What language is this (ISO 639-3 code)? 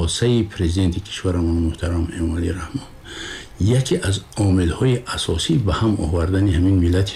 tgk